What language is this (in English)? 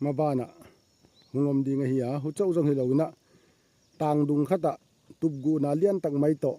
Tedim Chin